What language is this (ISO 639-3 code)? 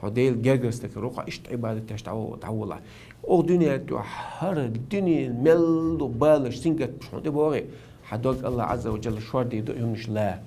che